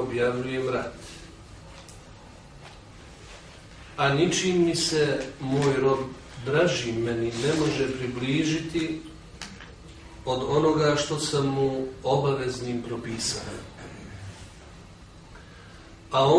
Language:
Bosnian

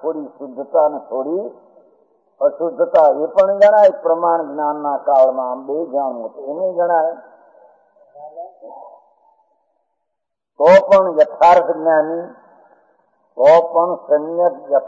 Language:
Gujarati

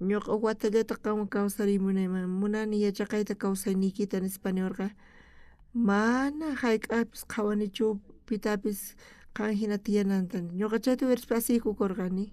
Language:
South Bolivian Quechua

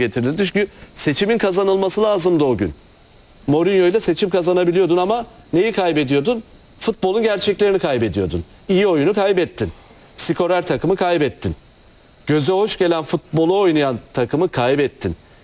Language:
Turkish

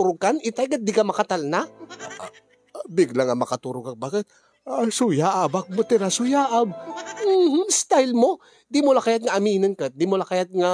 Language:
Iloko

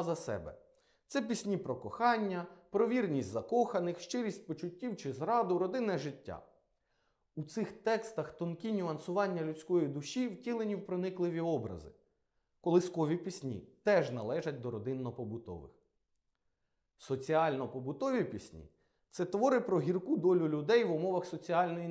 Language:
Ukrainian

